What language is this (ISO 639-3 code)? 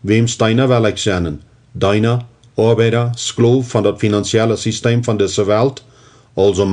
pdt